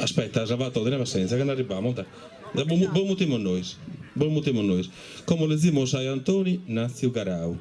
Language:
Sardinian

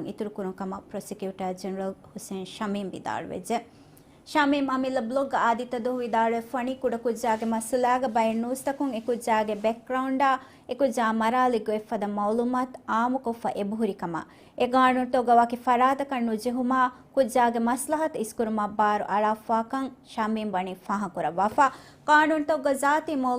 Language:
Divehi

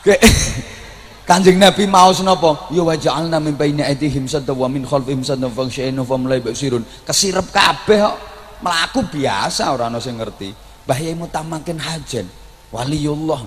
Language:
Javanese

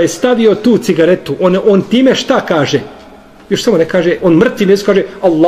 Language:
Bosnian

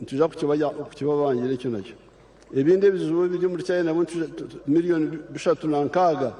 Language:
Nyankole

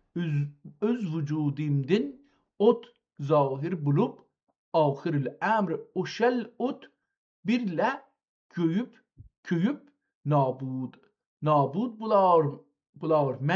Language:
South Azerbaijani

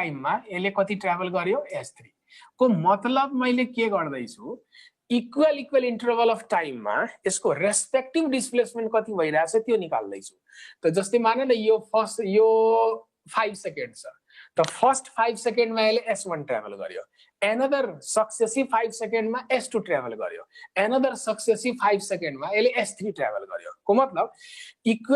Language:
Nepali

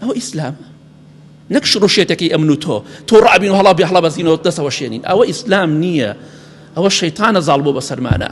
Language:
Central Kurdish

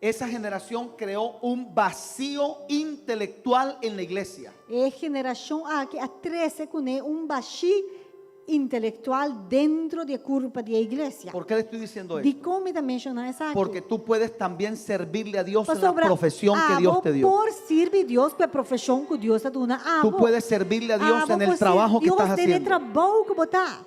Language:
Papiamento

